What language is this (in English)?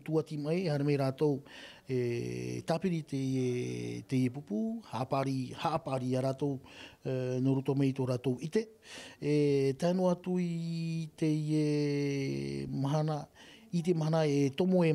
Tahitian